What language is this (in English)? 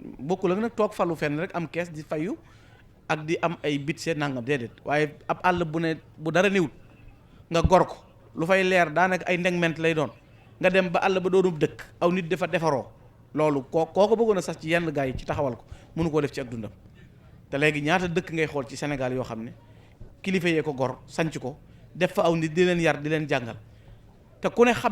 Wolof